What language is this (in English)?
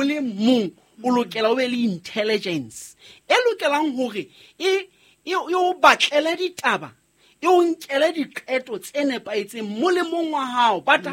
Southern Sotho